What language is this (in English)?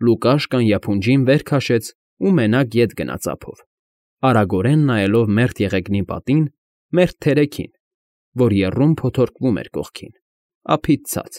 Armenian